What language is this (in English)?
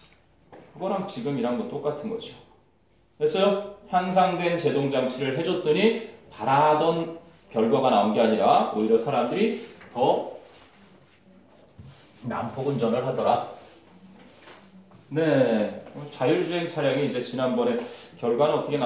Korean